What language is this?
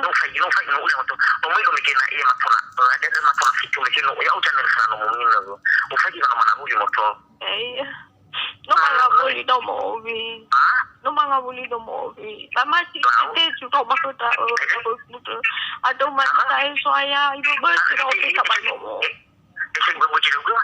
Nias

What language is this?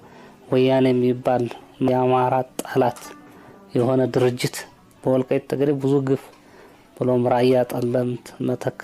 Amharic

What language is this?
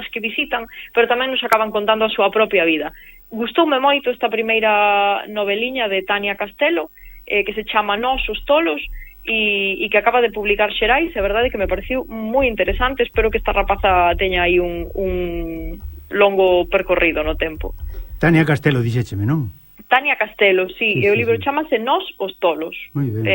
Galician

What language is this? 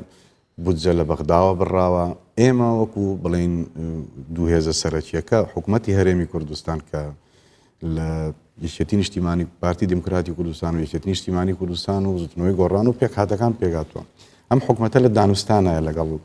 Central Kurdish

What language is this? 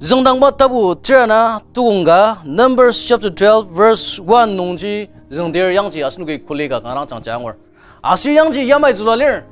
Ao Naga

